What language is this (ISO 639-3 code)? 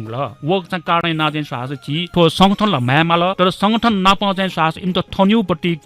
new